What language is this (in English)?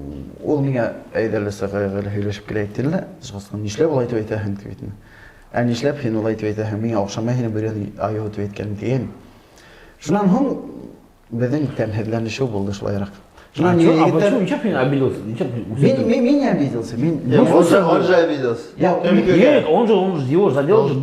Bashkir